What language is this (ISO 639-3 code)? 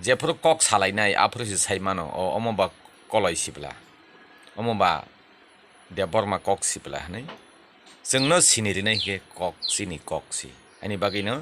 trp